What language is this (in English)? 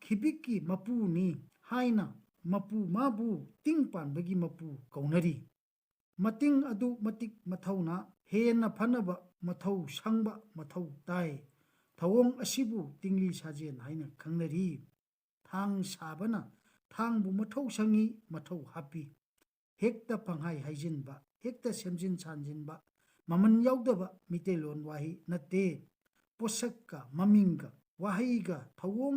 Manipuri